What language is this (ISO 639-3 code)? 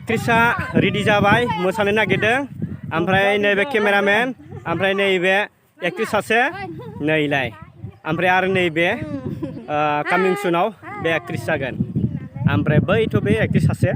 brx